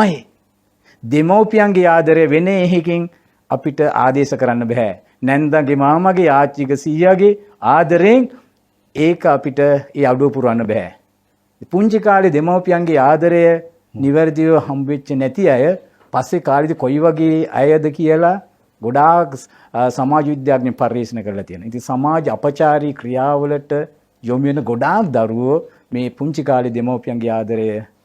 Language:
Sinhala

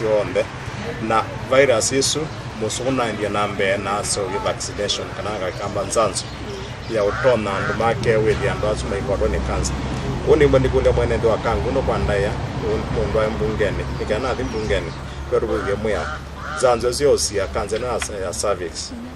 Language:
Kamba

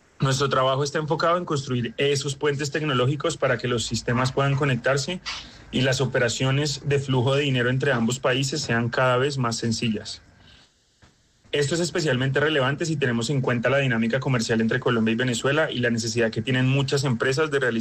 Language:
Spanish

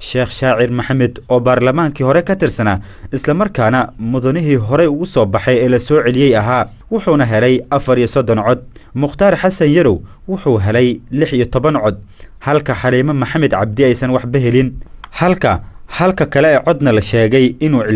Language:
Somali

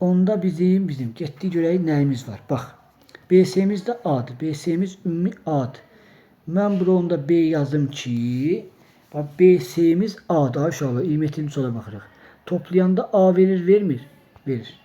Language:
Azerbaijani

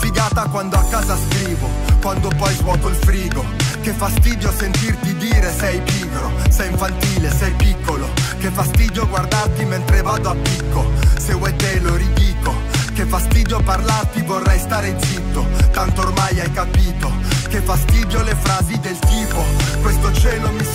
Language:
Italian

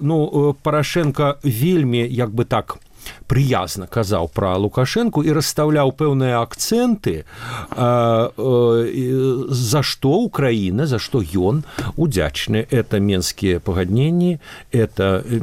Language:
Belarusian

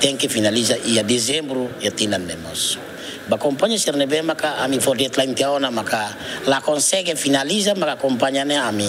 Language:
Tetum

